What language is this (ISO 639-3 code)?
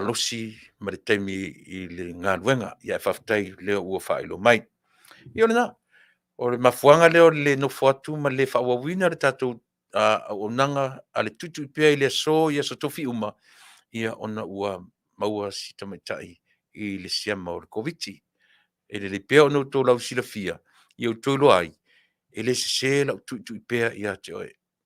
smo